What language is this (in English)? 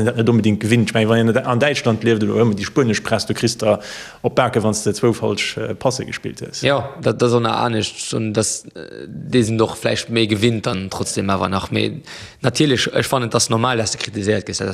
Luxembourgish